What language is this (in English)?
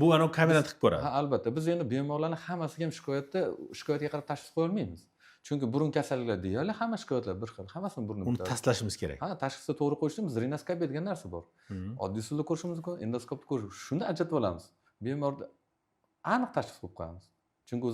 Uzbek